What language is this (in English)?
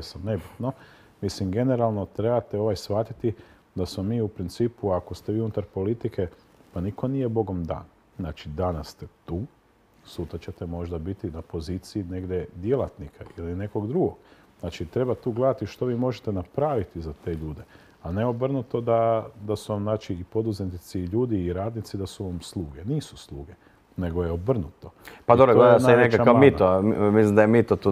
Croatian